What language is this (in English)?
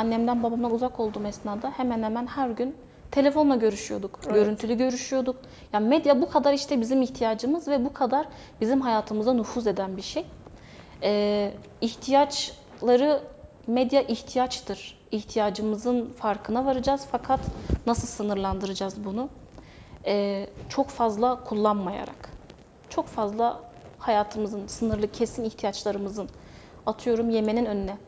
Turkish